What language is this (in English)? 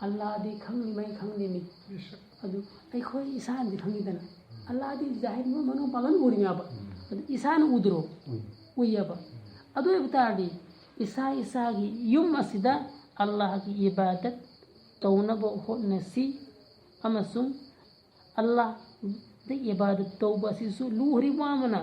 Manipuri